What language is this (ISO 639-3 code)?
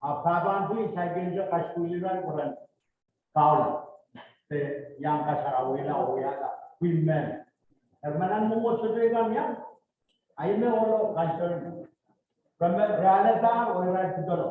pon